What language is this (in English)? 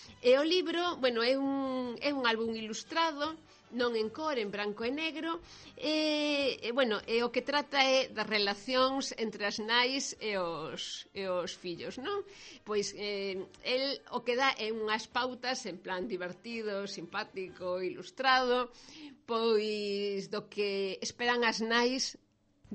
Galician